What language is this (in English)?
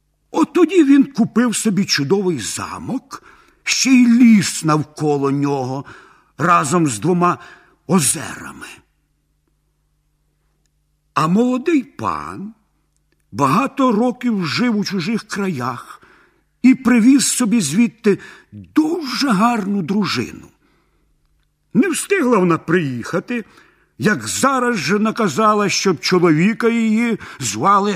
Ukrainian